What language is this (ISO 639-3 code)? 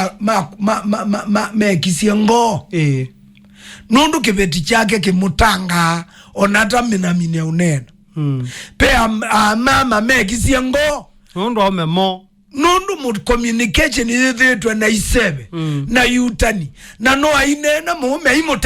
kam